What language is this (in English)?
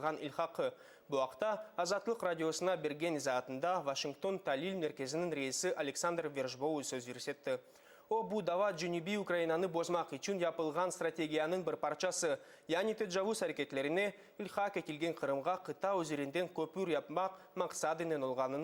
Crimean Tatar